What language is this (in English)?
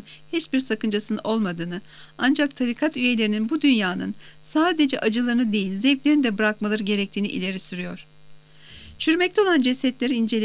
Turkish